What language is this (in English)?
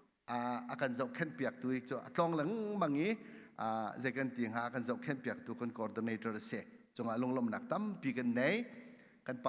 Hakha Chin